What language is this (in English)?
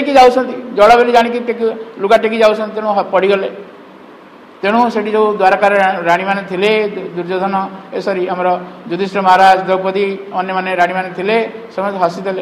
Odia